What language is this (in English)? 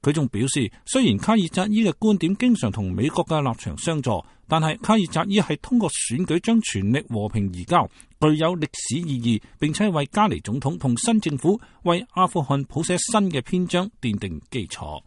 Cantonese